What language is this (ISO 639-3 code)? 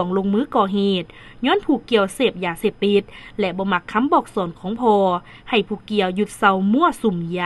lao